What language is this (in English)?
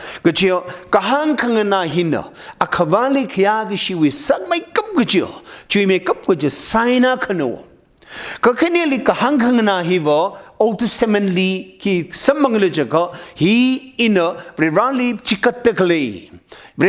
Tangkhul Naga (India)